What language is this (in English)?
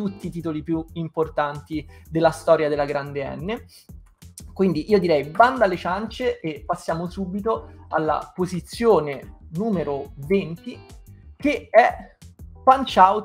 Italian